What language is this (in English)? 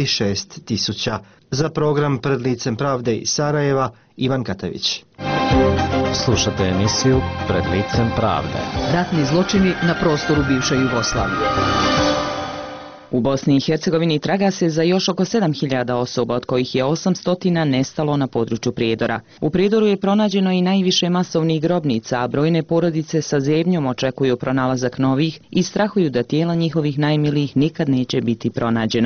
Bosnian